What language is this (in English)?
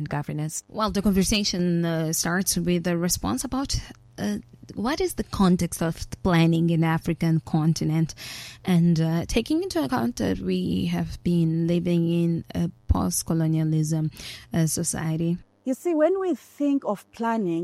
English